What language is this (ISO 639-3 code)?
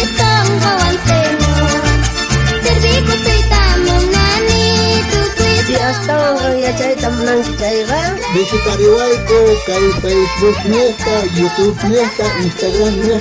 quh